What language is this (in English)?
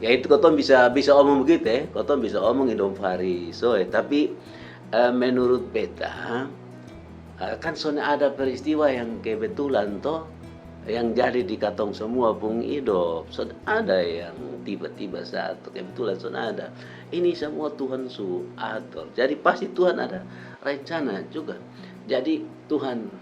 Kupang Malay